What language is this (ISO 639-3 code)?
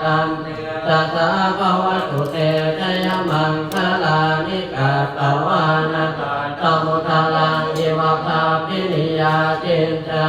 pli